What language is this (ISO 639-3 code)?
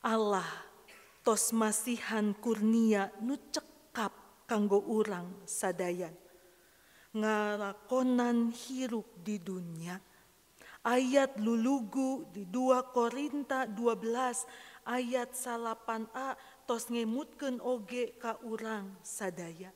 sun